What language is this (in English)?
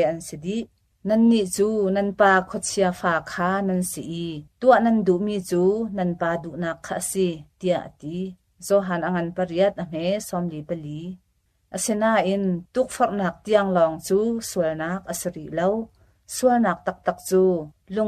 Hakha Chin